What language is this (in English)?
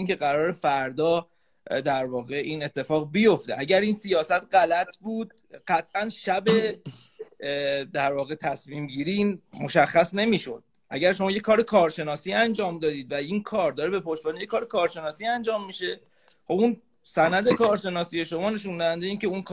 Persian